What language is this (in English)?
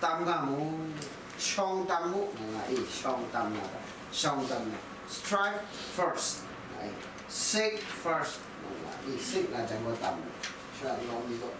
Kachin